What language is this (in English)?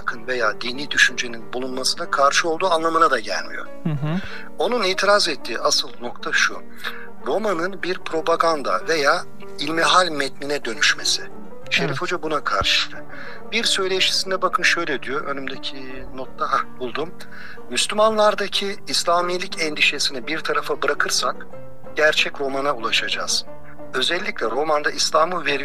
Turkish